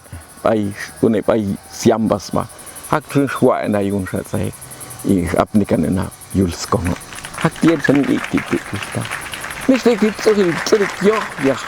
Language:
Popti'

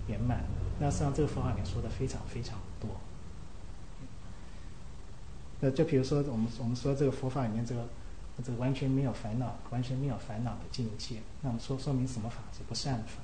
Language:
Chinese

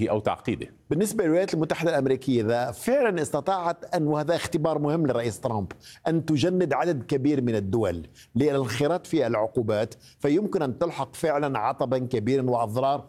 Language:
Arabic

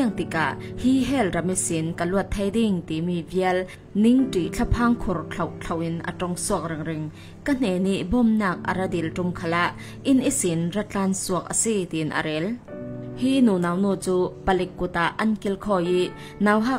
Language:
Falam Chin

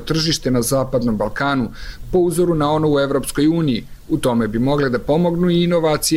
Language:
Serbian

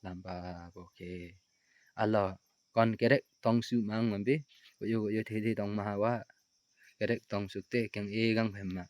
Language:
Limbu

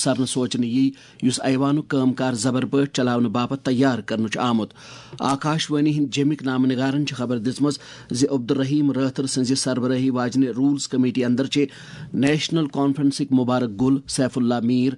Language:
Kashmiri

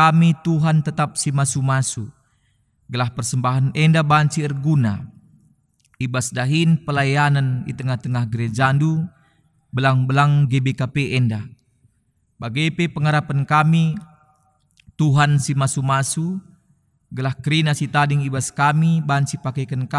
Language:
Batak Karo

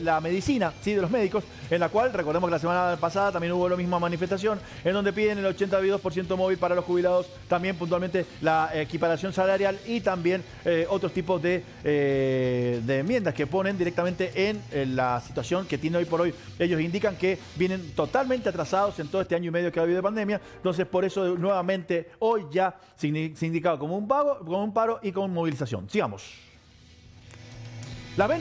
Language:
Spanish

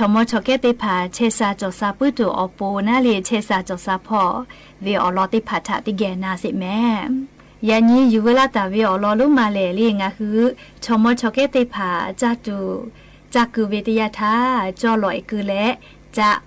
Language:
Lahu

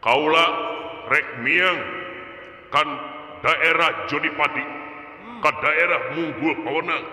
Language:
Sundanese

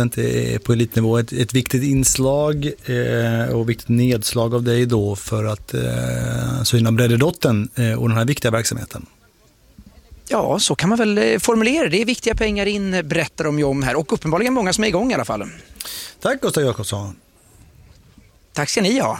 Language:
Swedish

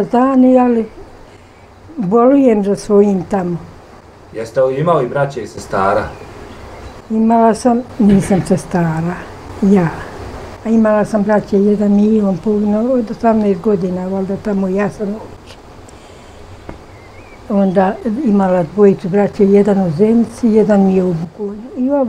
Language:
Bosnian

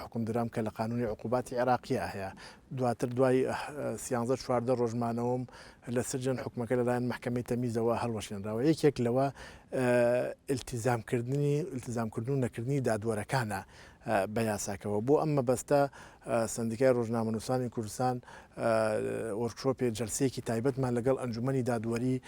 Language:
Central Kurdish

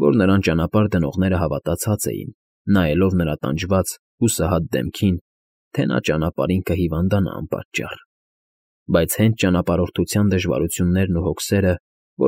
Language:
Armenian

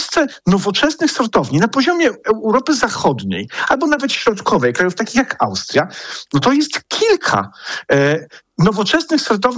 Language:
Polish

